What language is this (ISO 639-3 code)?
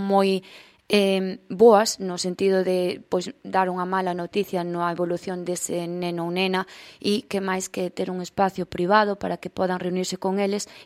glg